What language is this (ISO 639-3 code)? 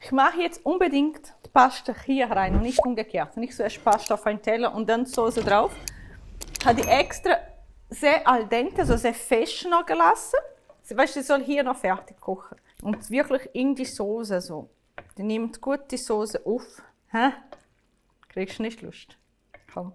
gsw